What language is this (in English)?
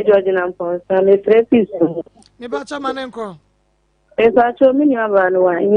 Akan